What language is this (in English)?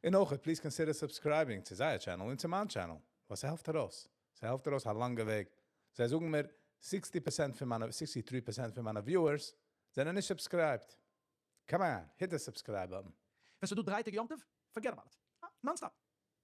Yiddish